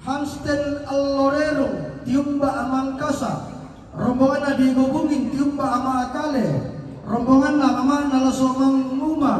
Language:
Toraja-Sa'dan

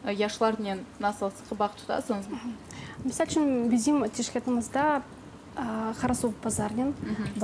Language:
Crimean Tatar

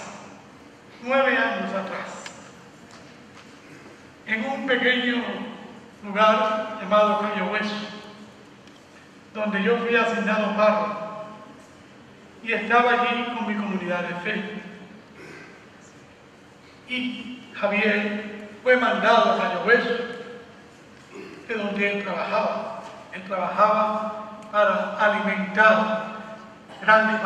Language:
Spanish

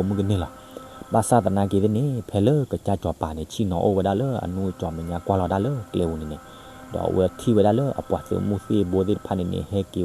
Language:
S'gaw Karen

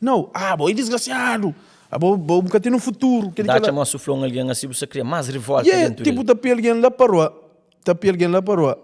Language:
Kabuverdianu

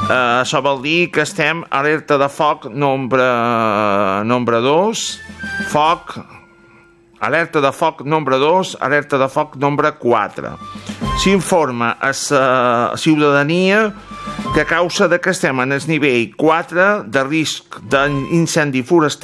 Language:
Catalan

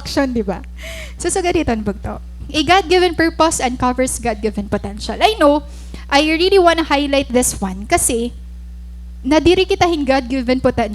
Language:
Waray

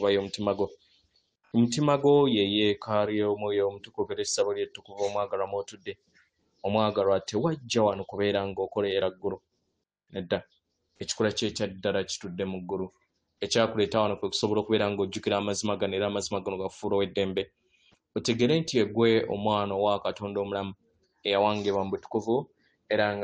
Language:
Ganda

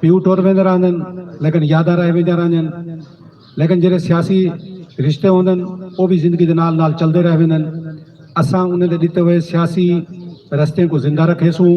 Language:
Saraiki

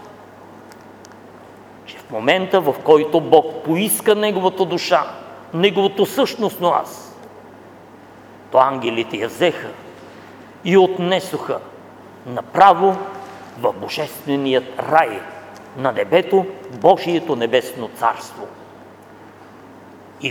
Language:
Bulgarian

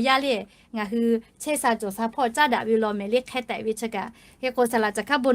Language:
Lahu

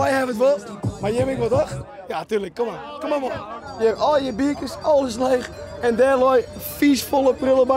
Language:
Western Frisian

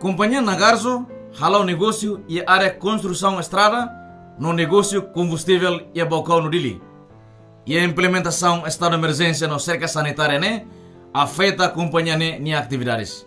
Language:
Tetum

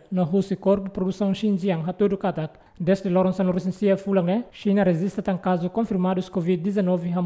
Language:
Tetum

